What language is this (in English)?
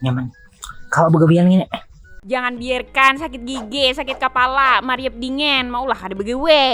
Banjar